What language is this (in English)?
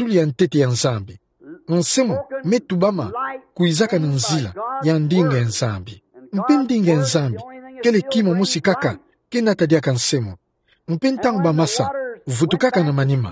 Kituba (Democratic Republic of Congo)